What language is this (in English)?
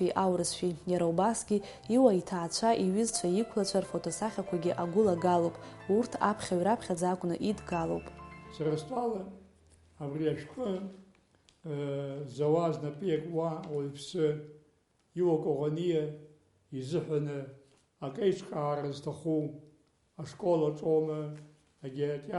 Abkhazian